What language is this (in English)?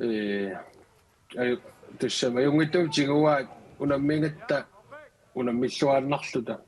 Kalaallisut